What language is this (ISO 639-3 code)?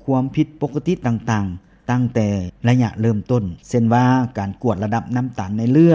lao